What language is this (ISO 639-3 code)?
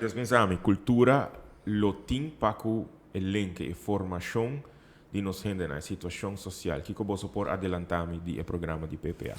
pap